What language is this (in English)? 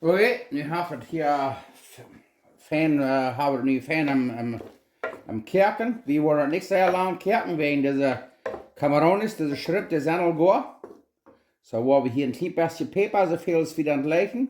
Plautdietsch